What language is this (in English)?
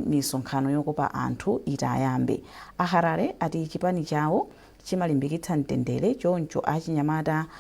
Nyanja